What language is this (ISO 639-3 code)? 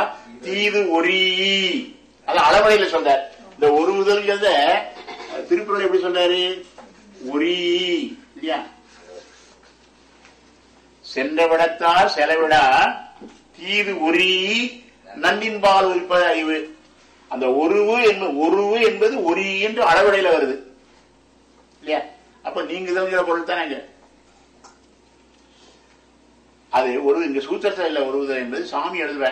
tam